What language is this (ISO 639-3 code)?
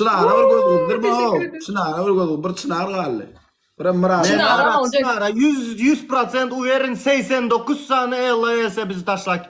tuk